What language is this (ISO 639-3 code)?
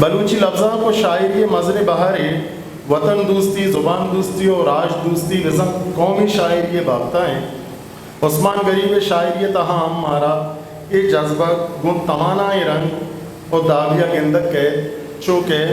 bgp